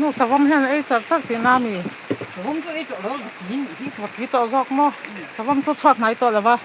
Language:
Mizo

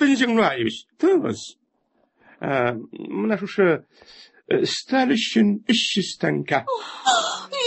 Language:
Tatar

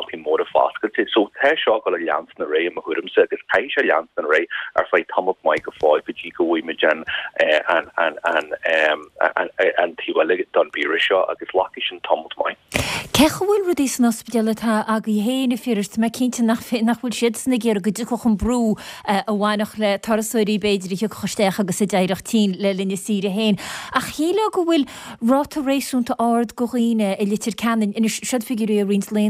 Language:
Irish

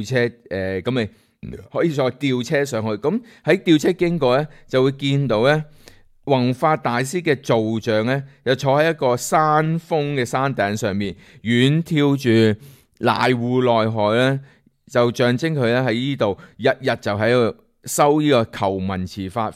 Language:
Cantonese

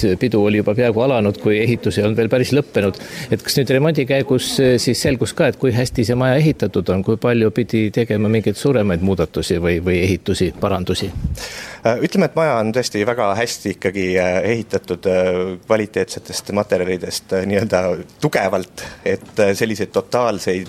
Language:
Estonian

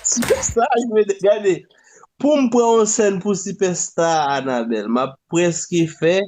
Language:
Haitian Creole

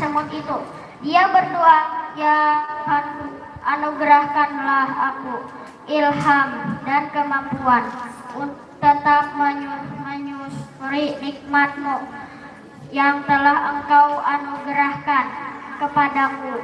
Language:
Banjar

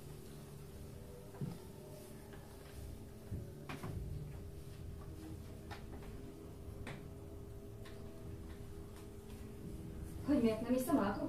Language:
Hungarian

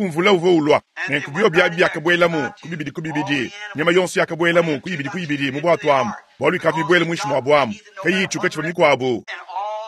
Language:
Luba-Lulua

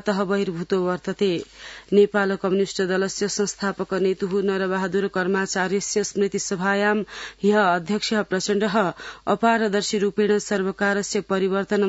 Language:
Sanskrit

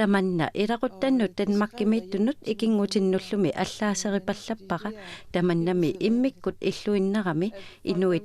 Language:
Kalaallisut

